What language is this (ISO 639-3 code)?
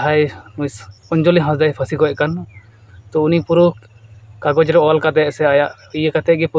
sat